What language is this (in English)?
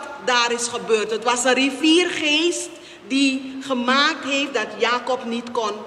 Dutch